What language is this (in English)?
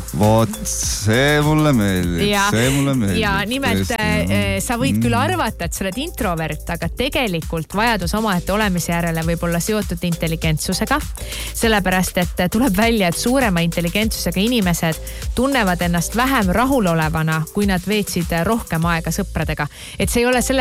Estonian